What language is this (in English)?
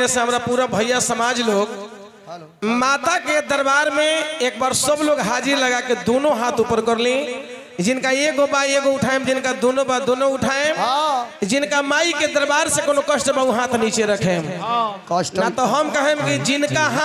Bhojpuri